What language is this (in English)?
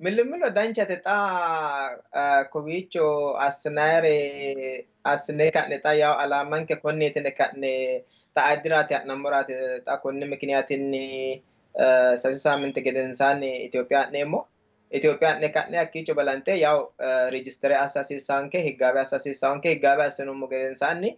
Sidamo